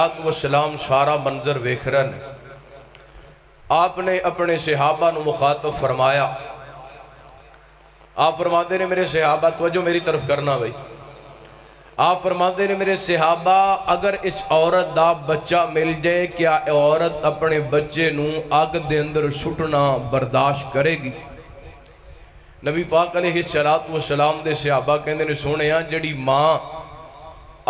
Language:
Western Panjabi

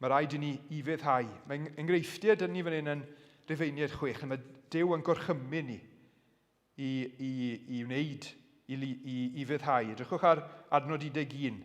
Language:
Welsh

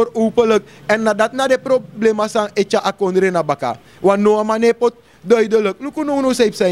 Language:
Sranan Tongo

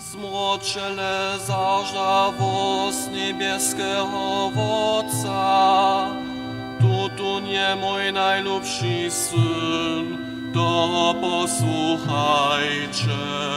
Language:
Upper Sorbian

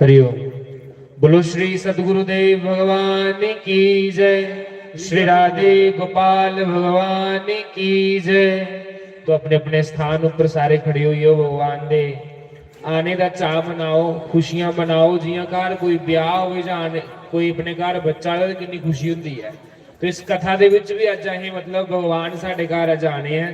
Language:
Dogri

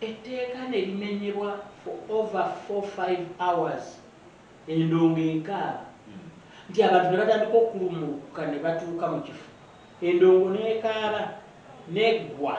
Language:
Ganda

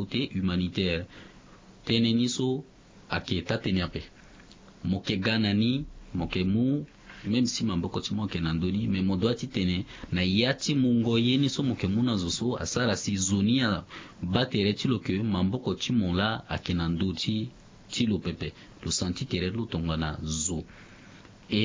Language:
Sango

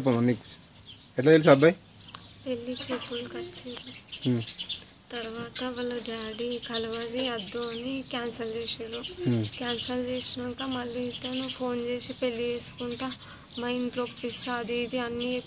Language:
Telugu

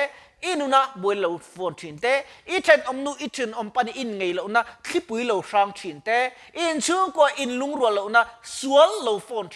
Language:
Mizo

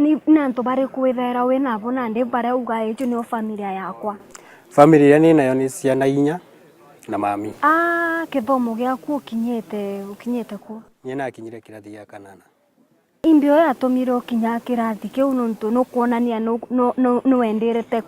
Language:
Meru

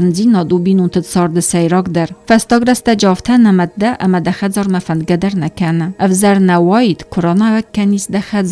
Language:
Ossetic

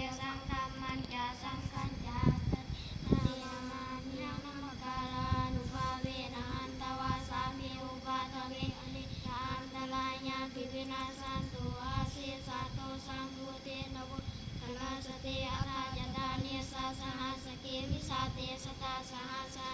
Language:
Pali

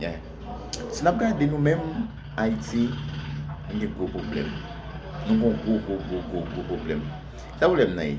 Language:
Haitian Creole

